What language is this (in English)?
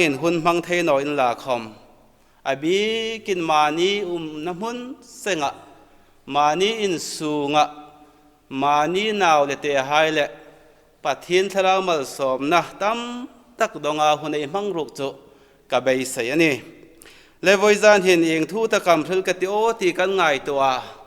Hmar